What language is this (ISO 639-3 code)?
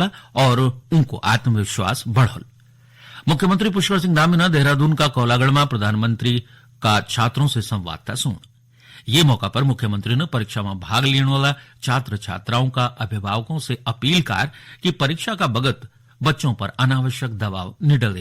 gbm